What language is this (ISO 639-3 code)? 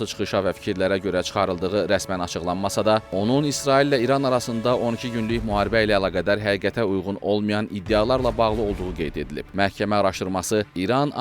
aze